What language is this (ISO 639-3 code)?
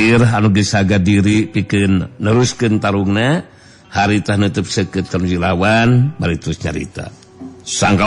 sun